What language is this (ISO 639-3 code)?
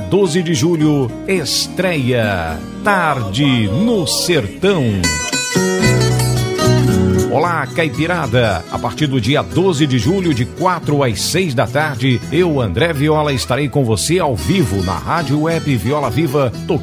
por